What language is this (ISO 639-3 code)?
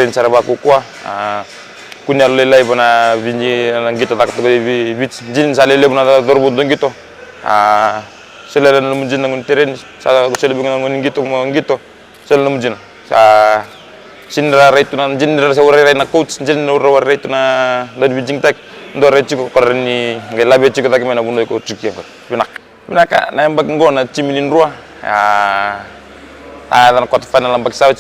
fij